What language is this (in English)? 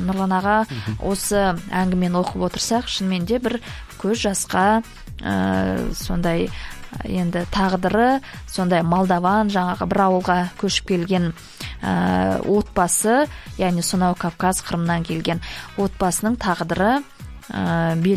Kazakh